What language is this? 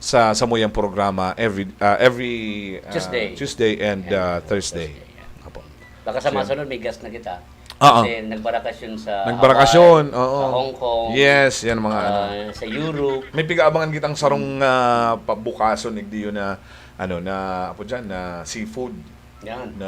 Bikol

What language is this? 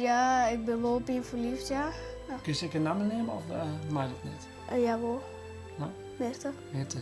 Western Frisian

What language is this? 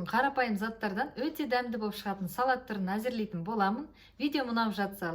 Kazakh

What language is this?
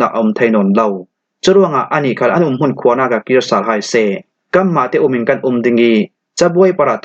Falam Chin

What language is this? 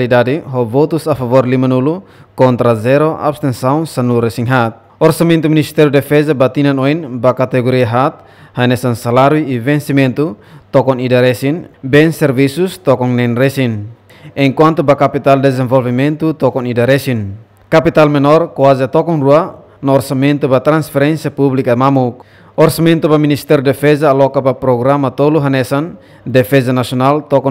Tetum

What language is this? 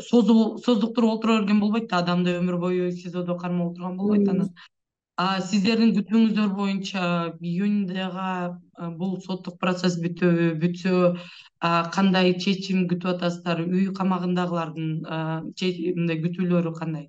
Kyrgyz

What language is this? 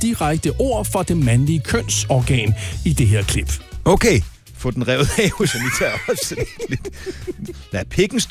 Danish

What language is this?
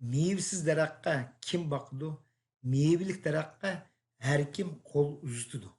Uyghur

